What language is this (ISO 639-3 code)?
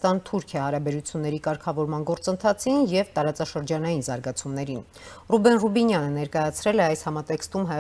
hye